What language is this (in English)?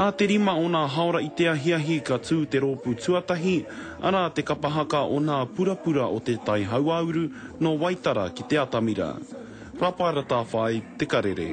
Māori